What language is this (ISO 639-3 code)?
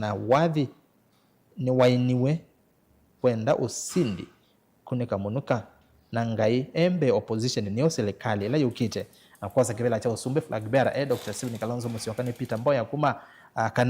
kam